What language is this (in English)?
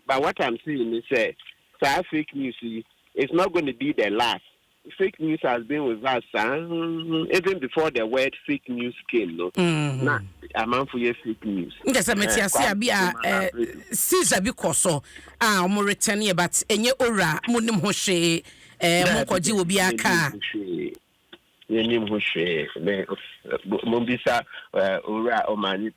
Akan